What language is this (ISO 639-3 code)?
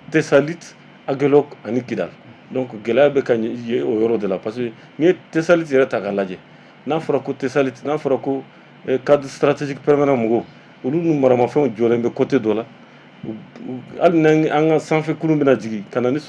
bam